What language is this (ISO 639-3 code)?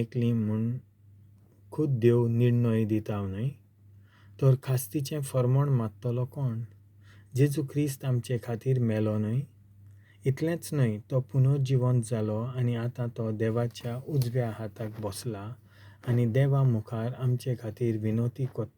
kok